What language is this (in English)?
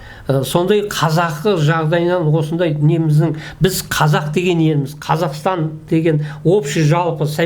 Kazakh